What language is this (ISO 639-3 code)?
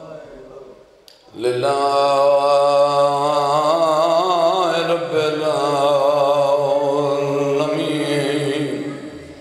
lah